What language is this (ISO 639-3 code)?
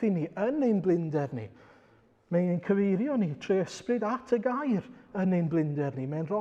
cym